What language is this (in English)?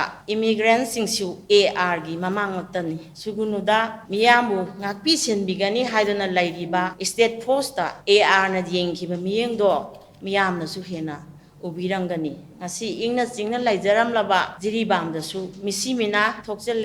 Manipuri